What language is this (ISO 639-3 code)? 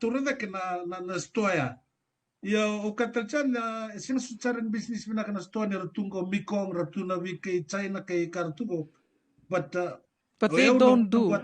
fij